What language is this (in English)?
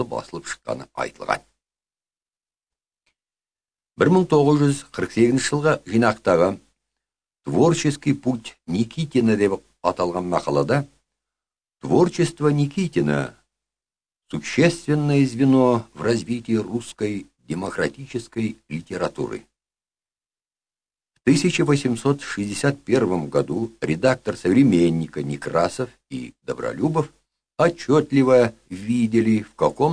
Kazakh